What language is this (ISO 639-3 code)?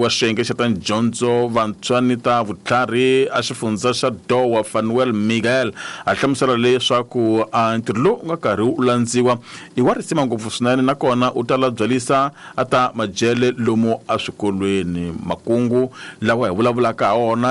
tso